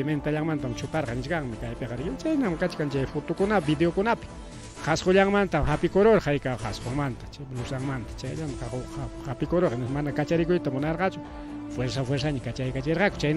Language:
Ayacucho Quechua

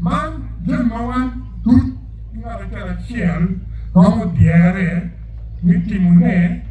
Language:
Acoli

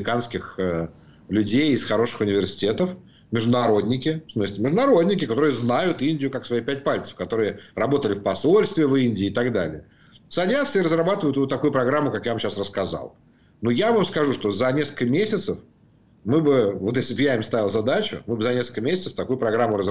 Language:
Russian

